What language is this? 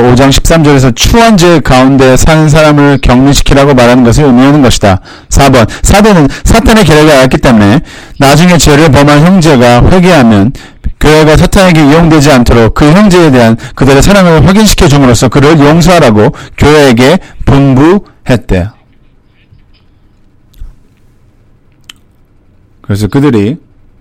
Korean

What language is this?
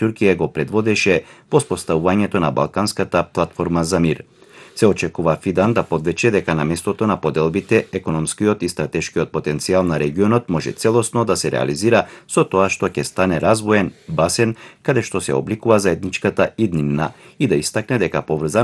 Macedonian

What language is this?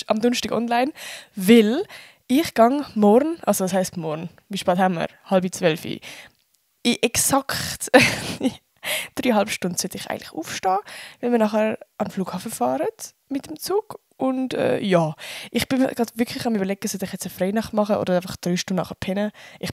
Swiss German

